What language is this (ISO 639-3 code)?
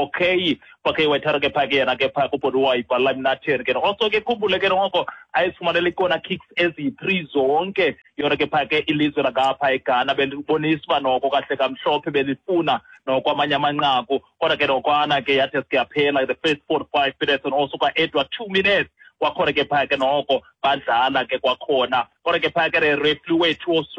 xho